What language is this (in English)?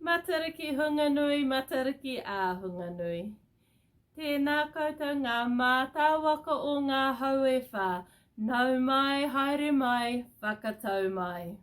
Māori